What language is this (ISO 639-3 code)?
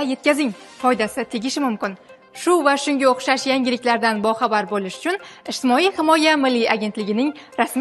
uzb